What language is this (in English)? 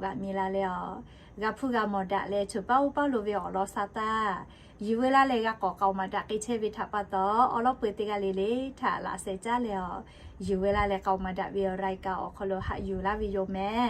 Lahu